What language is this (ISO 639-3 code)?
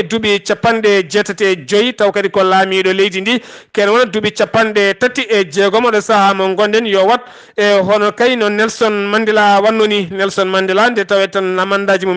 ful